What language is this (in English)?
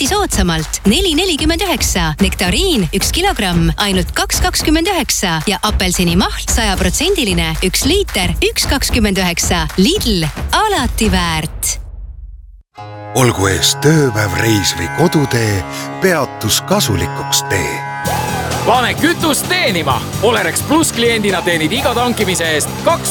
Estonian